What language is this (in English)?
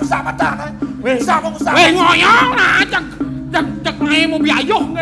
Balinese